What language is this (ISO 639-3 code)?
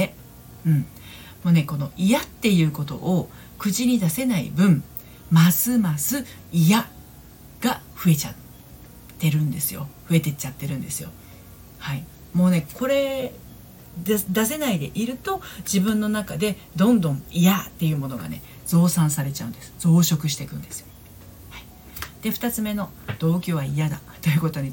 jpn